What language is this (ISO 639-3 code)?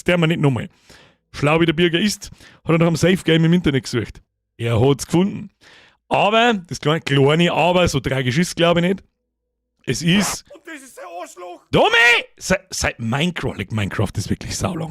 bar